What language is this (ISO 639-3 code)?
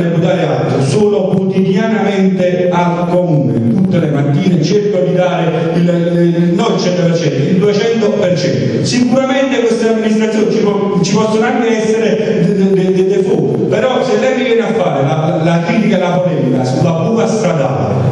ita